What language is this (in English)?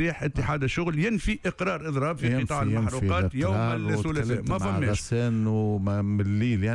Tunisian Arabic